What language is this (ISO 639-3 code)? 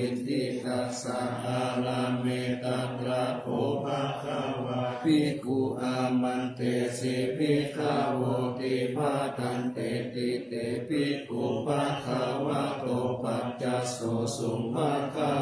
pli